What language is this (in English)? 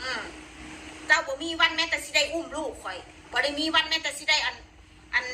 Northeastern Thai